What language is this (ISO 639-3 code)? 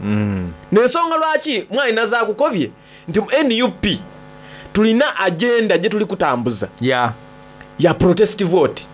xog